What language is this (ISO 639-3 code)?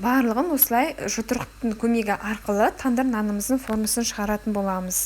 kaz